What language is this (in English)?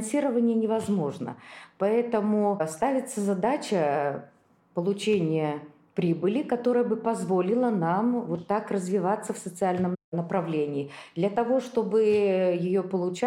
Russian